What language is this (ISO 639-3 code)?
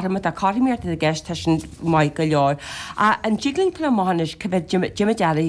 gle